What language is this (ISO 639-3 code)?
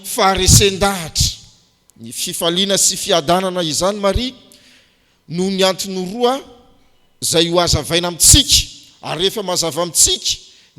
mlg